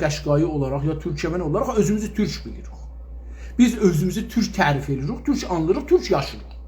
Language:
South Azerbaijani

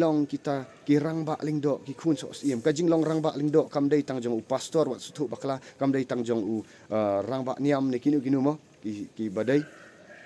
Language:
Khasi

